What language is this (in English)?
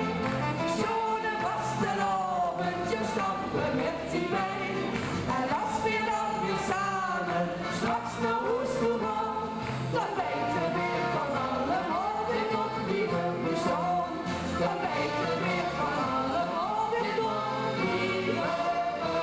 Limburgish